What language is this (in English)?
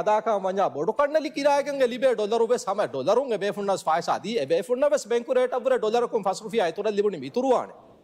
Divehi